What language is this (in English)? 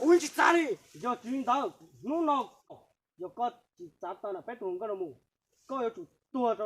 Hmong